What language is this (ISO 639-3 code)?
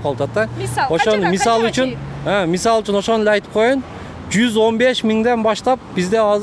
kir